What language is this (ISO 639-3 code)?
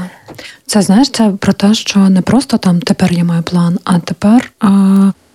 ukr